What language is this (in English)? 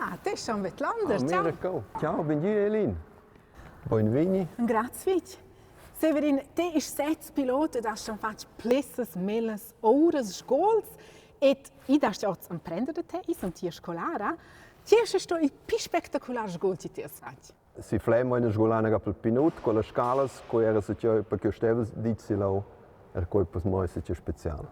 Romansh